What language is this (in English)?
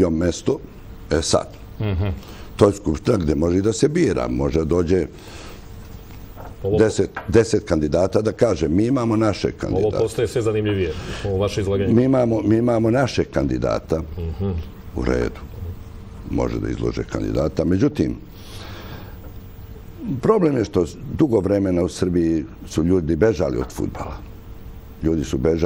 Serbian